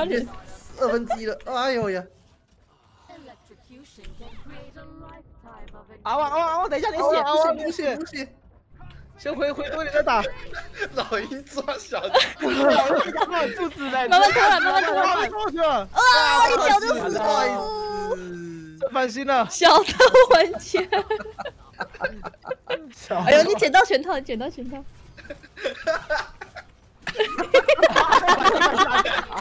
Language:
Chinese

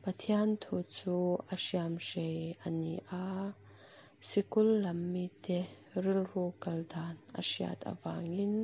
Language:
Mizo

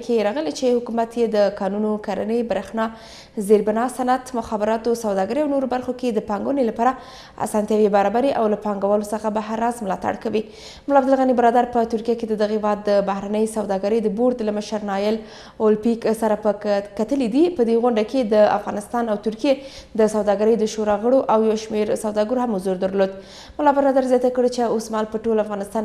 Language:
Pashto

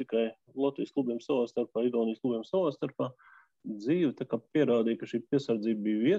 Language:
Latvian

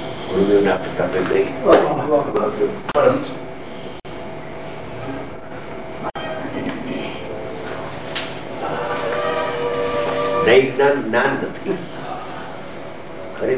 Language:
Gujarati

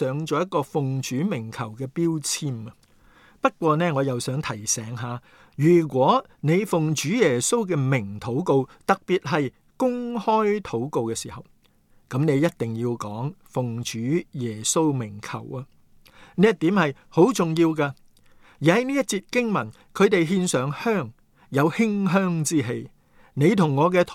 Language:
Cantonese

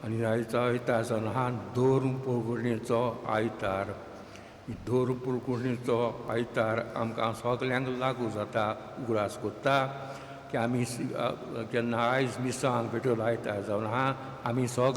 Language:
Konkani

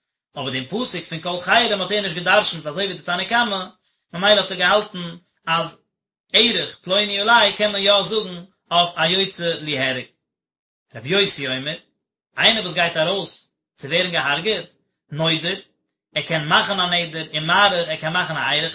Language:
Yiddish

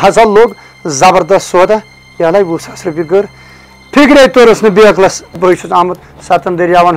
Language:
Kashmiri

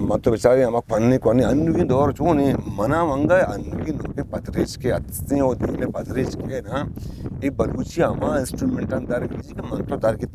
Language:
Eastern Balochi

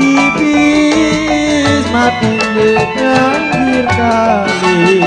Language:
Betawi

